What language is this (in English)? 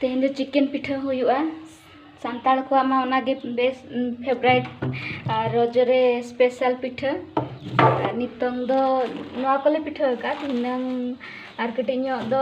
Santali